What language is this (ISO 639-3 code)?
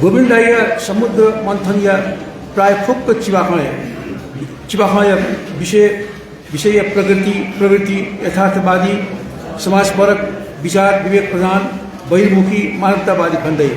new